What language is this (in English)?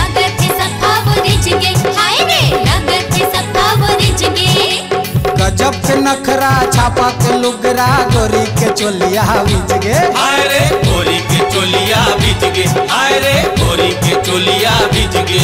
Chhattisgarhi